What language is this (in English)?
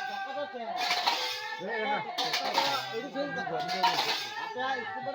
Santali